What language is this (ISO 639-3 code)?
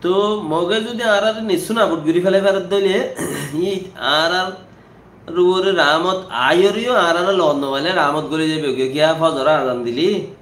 rhg